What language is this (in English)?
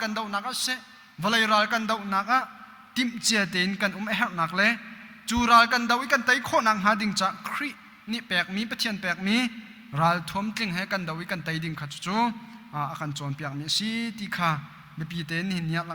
Hakha Chin